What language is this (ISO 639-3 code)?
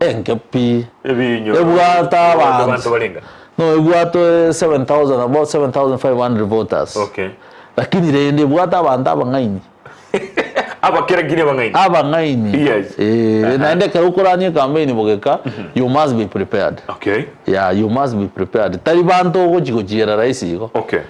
guz